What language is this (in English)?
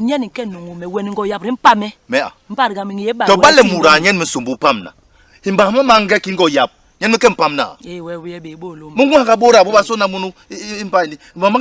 Basaa